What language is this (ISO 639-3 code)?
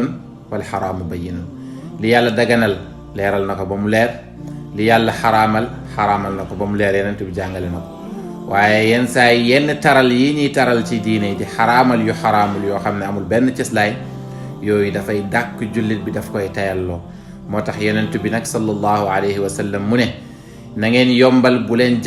wol